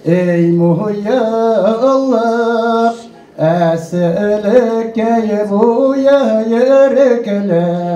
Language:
Bashkir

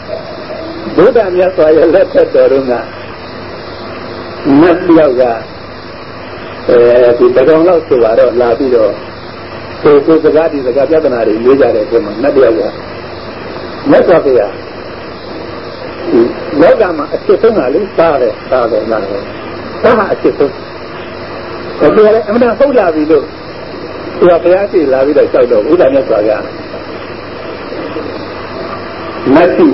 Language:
Burmese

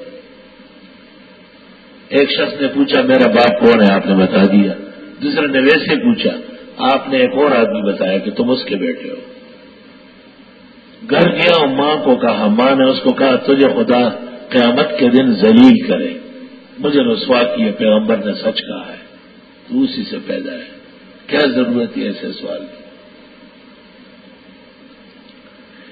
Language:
Urdu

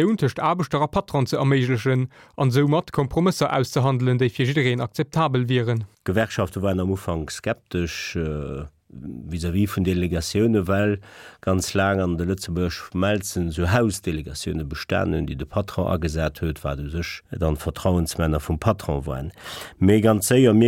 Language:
Luxembourgish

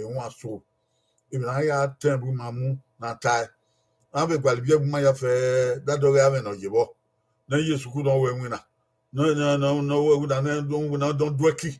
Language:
Bini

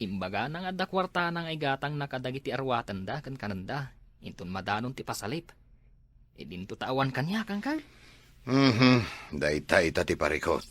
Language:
Iloko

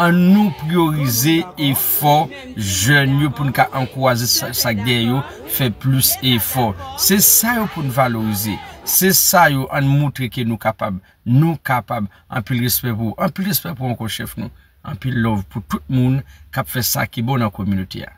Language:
Haitian Creole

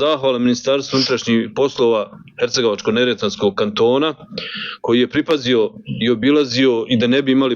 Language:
Bosnian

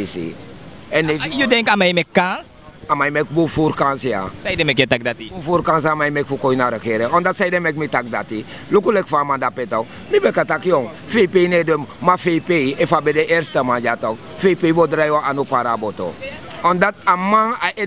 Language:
Sranan Tongo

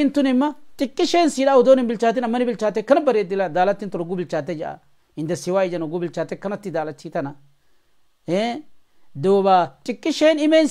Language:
Oromo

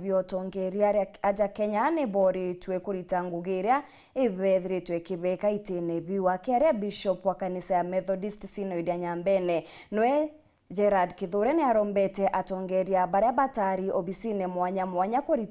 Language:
Meru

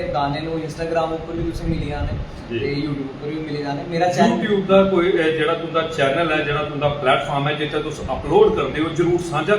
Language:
Dogri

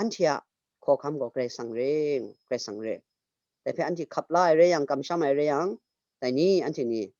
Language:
Kachin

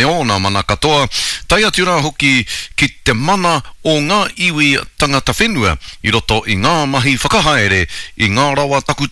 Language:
Māori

